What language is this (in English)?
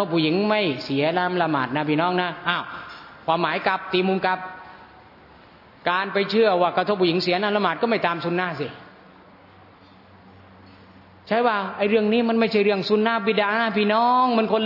Thai